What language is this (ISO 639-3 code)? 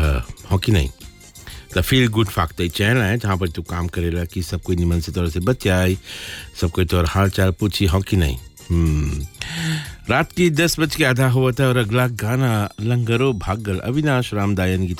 bho